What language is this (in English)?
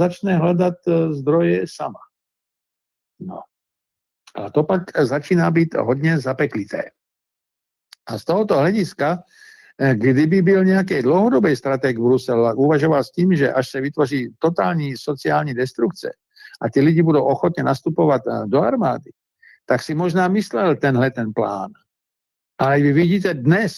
Czech